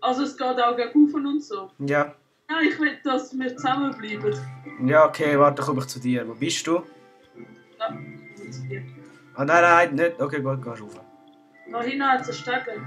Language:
Swiss German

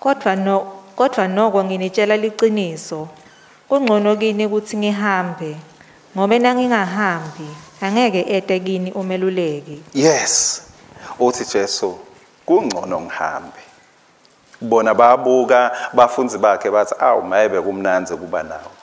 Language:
Swati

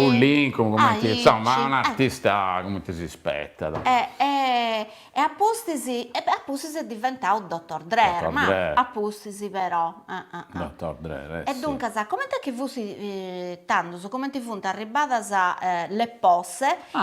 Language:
Sardinian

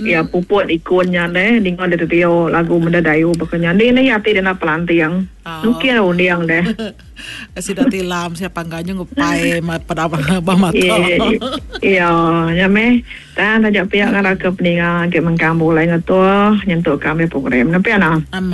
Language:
Iban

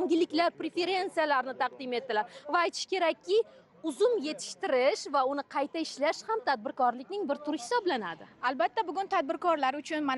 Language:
Uzbek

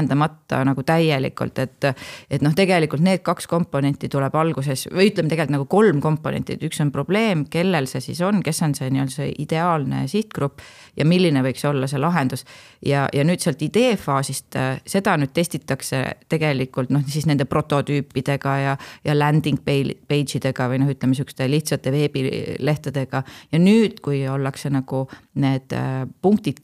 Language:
Estonian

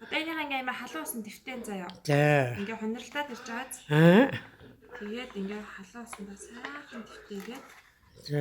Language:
Mongolian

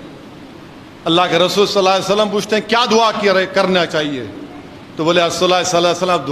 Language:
Urdu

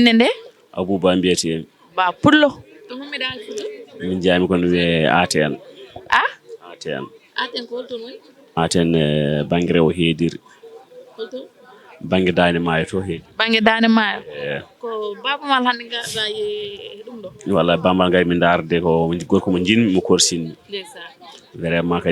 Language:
Fula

